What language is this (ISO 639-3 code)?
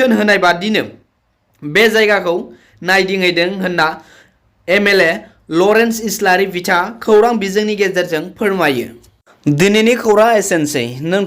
brx